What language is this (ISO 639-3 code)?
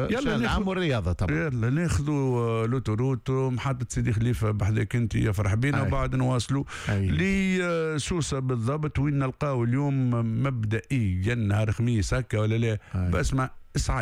aeb